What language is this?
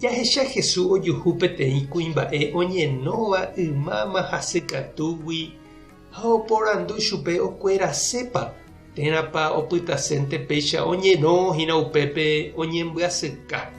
Guarani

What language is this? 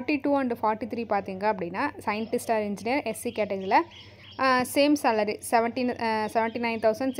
Tamil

